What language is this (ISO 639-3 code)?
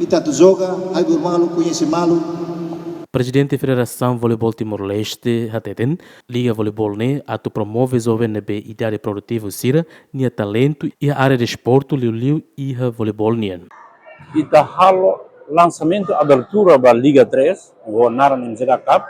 tet